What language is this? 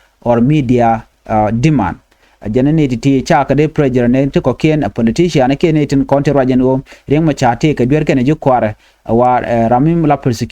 Nuer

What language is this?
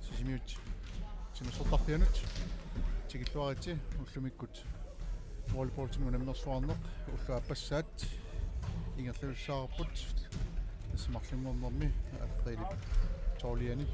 Kalaallisut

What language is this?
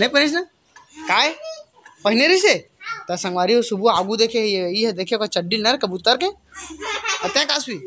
Chhattisgarhi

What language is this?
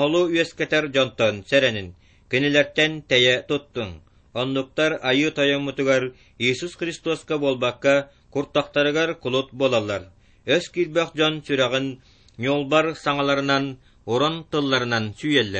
Yakut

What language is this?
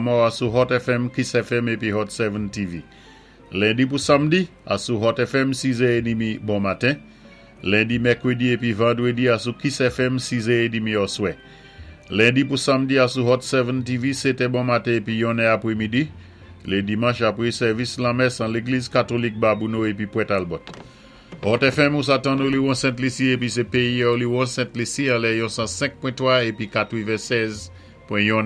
Saint Lucian Creole French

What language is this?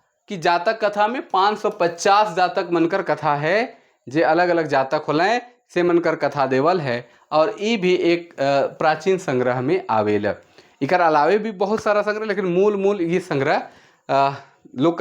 Sadri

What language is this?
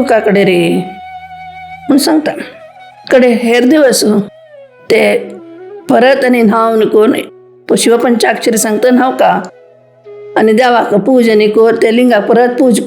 Konkani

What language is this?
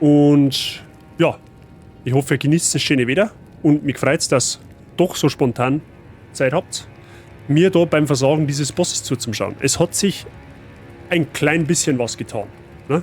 Bavarian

